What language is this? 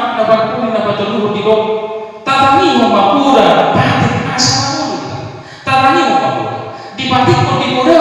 Batak Toba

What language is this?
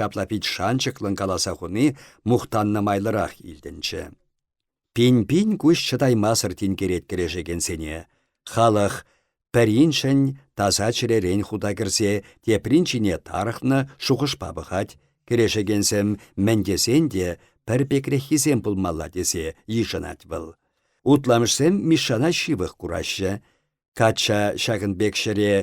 Chuvash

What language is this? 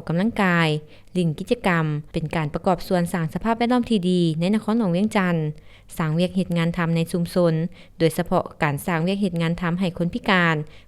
Lao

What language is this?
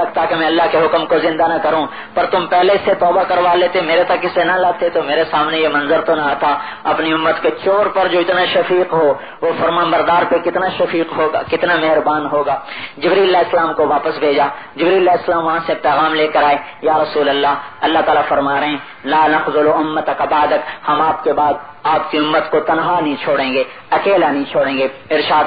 Urdu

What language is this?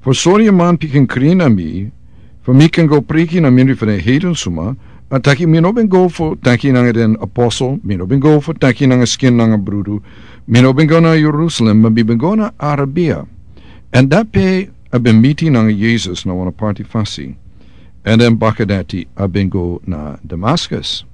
Sranan Tongo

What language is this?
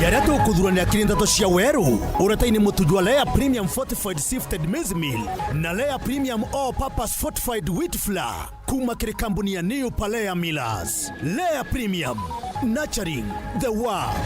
Meru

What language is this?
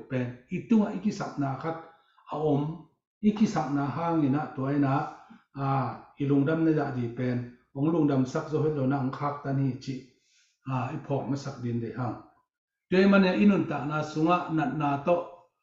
Tedim Chin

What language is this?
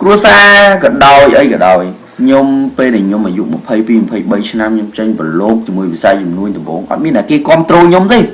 Khmer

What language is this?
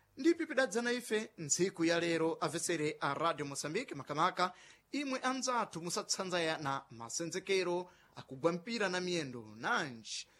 Sena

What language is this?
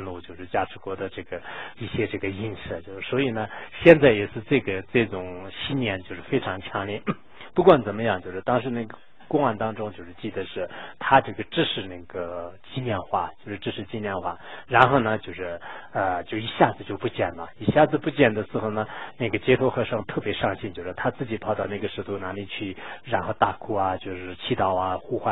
Chinese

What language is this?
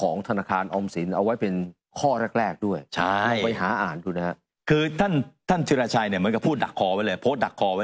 Thai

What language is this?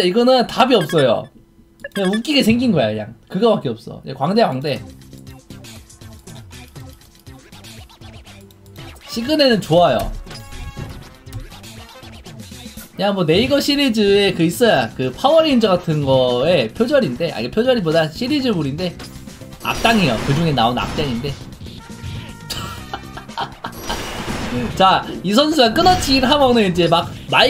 Korean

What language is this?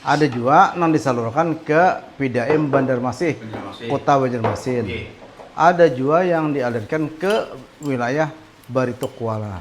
Banjar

